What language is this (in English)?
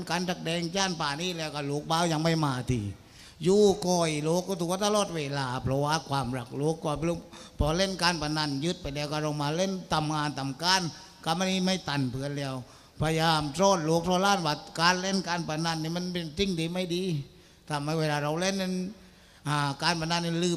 Thai